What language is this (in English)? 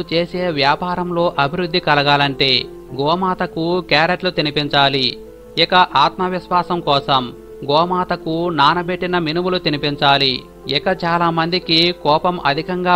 Telugu